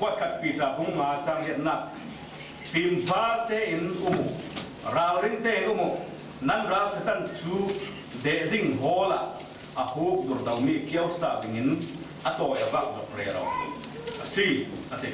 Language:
Falam Chin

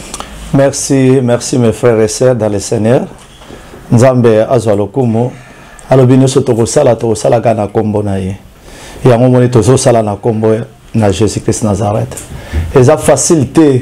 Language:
Lingala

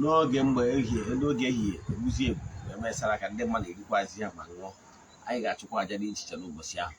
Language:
Igbo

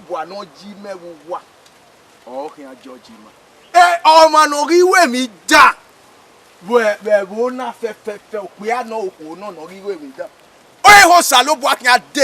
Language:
Bini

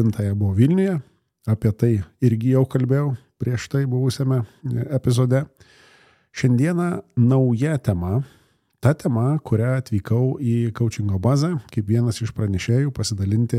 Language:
Lithuanian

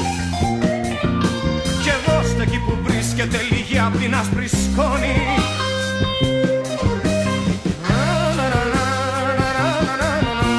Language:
Greek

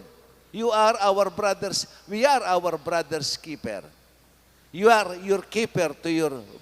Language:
Pampanga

